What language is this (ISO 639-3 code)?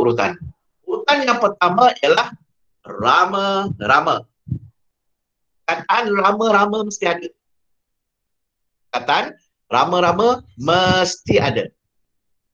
msa